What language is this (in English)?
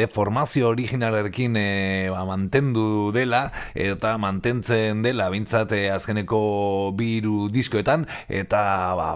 Basque